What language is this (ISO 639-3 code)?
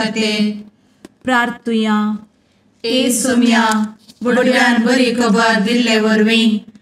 kok